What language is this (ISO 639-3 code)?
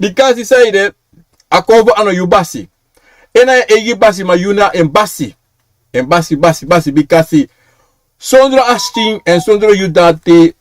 srn